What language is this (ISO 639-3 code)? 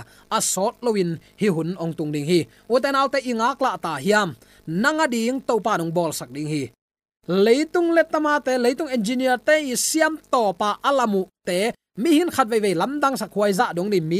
ctd